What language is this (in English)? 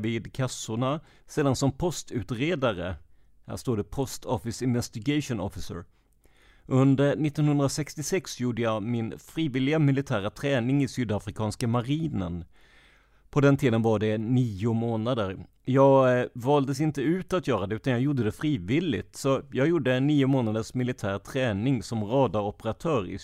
Swedish